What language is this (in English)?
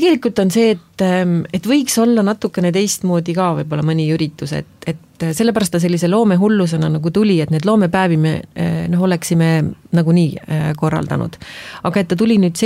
Estonian